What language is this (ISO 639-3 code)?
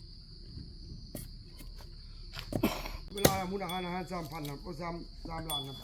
lao